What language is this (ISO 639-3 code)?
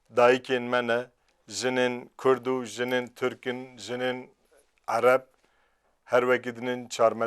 kur